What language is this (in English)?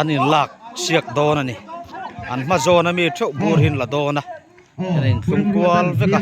Mizo